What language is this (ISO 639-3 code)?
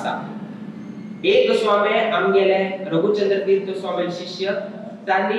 kok